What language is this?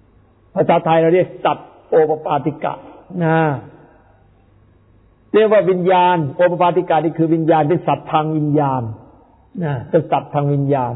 Thai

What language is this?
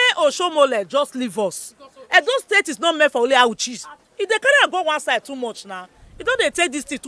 Nigerian Pidgin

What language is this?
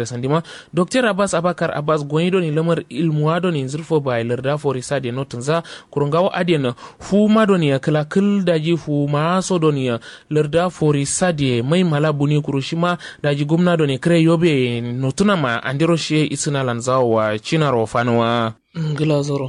Kanuri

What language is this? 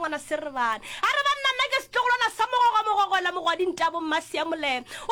Northern Sotho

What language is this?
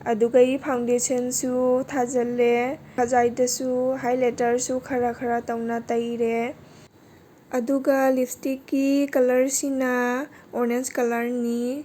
Manipuri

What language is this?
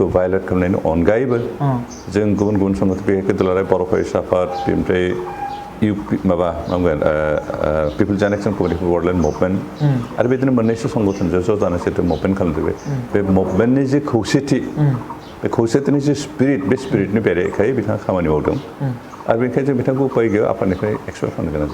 Bodo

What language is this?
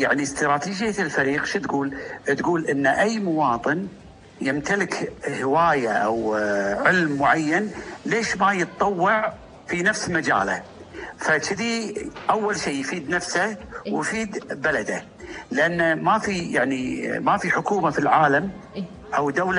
Gulf Arabic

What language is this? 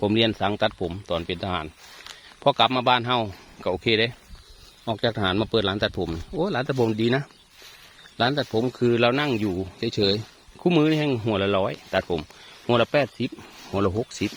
Northeastern Thai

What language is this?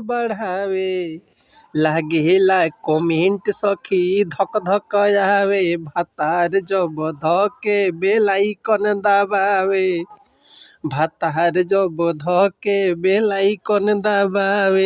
Bhojpuri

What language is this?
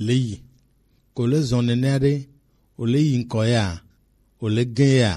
Gen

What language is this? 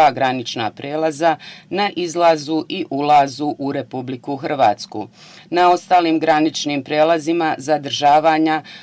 Bosnian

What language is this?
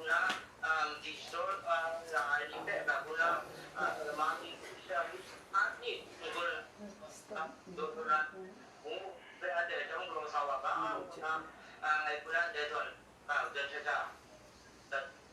Kachin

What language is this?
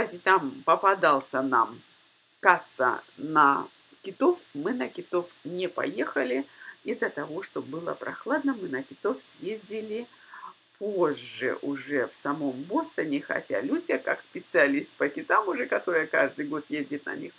Russian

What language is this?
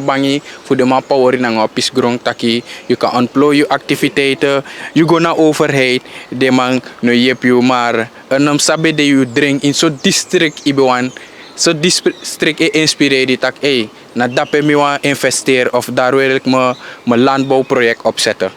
Sranan Tongo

